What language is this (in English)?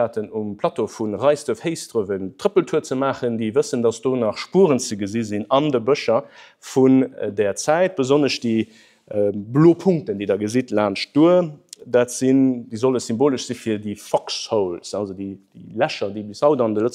Luxembourgish